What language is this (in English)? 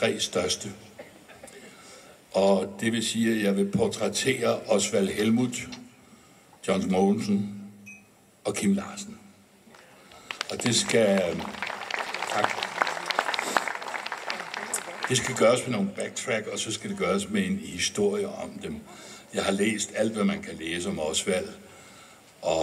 Danish